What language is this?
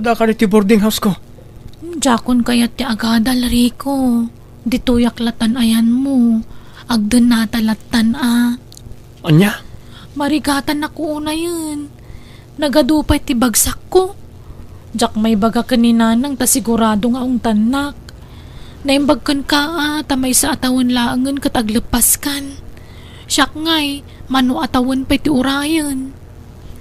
Iloko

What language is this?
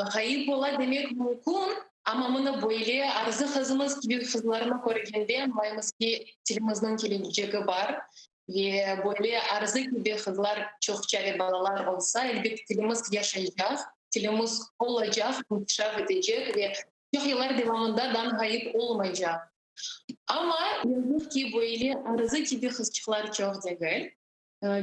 Crimean Tatar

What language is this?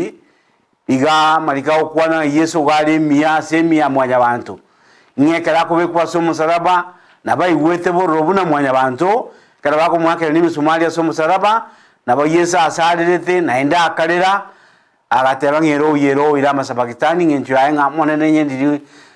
Gusii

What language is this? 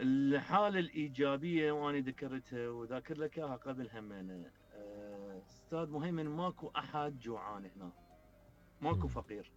Mesopotamian Arabic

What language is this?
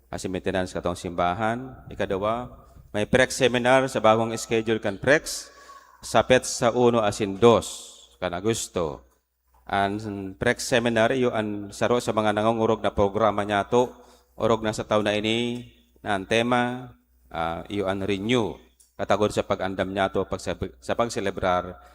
Bikol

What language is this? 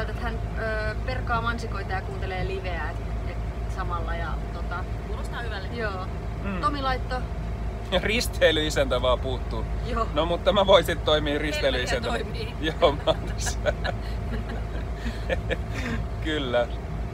Finnish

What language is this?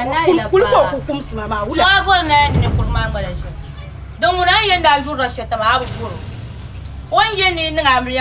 Dagbani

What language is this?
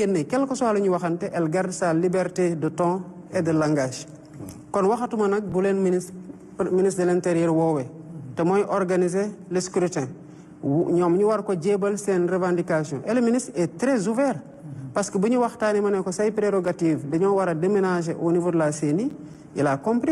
Wolof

